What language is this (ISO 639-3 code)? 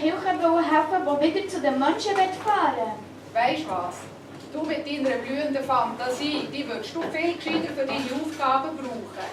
gsw